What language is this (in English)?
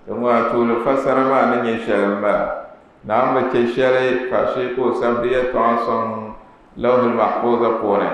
Dagbani